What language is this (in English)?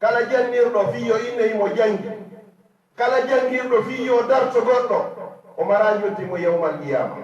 Fula